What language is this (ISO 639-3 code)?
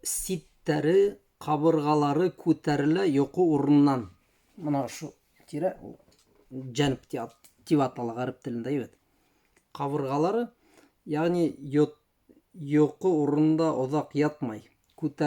bak